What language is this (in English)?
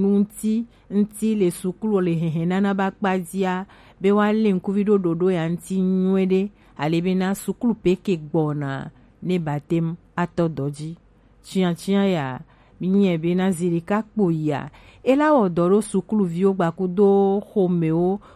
Gen